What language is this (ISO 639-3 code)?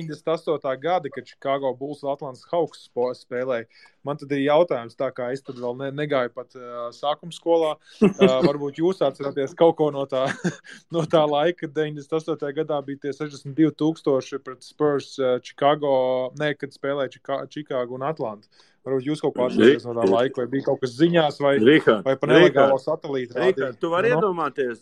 lav